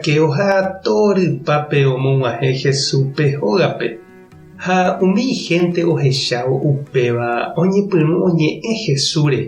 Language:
Guarani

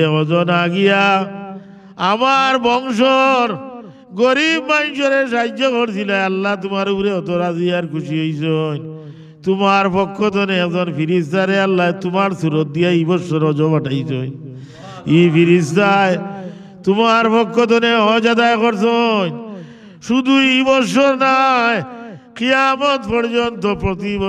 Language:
Sylheti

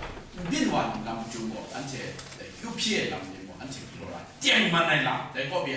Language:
Kachin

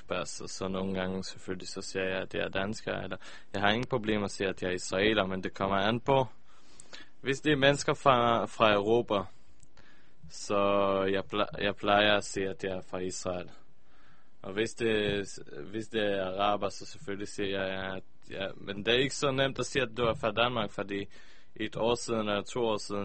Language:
Danish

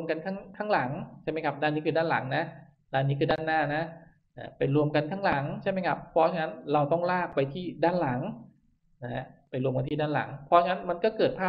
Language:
Thai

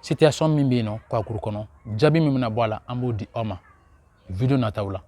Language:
Bambara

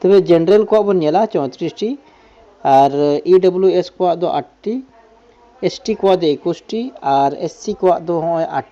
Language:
Santali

